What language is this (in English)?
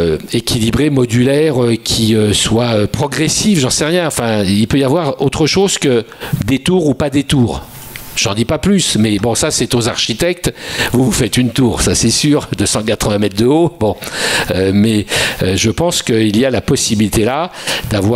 French